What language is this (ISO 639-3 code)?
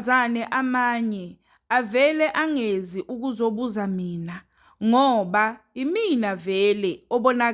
zul